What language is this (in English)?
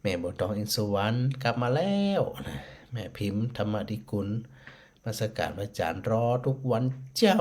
Northern Thai